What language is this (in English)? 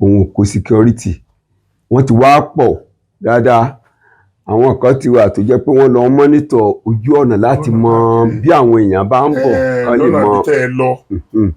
Yoruba